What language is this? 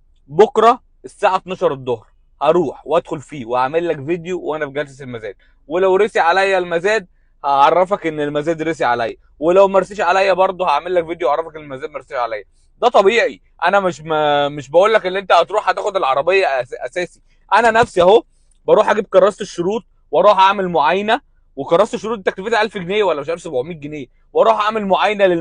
Egyptian Arabic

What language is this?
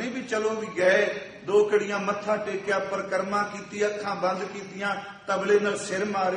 Punjabi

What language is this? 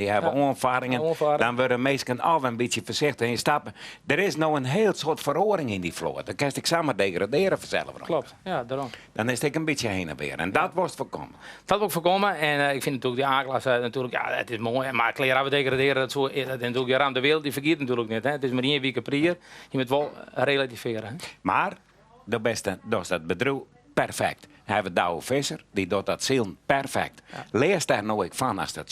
Western Frisian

